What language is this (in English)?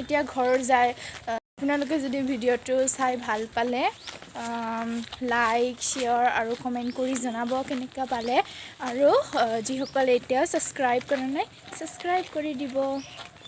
Assamese